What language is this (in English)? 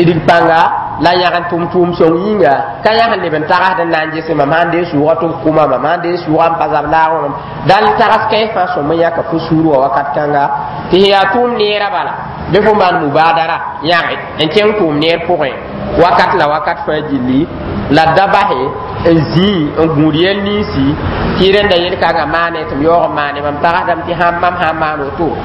Mossi